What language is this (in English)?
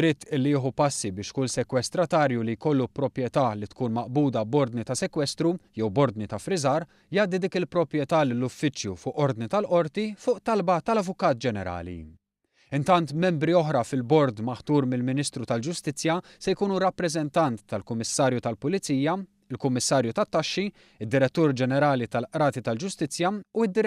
Maltese